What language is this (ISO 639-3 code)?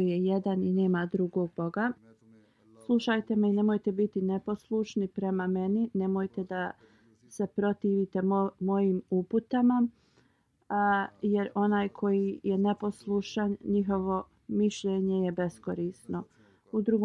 bos